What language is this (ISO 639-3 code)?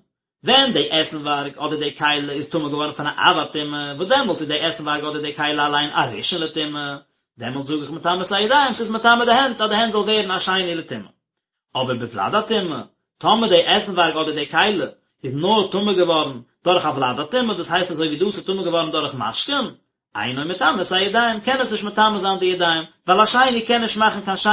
yid